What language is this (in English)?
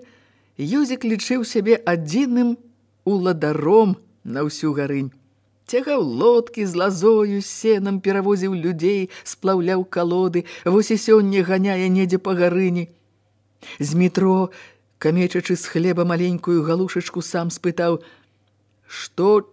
Belarusian